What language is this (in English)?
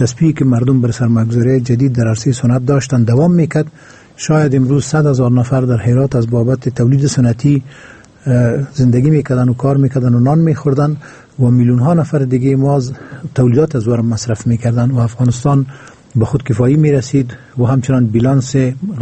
Persian